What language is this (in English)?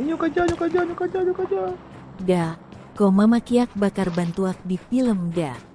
Minangkabau